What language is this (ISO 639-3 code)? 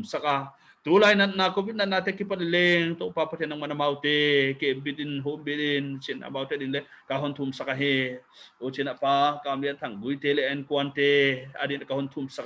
pck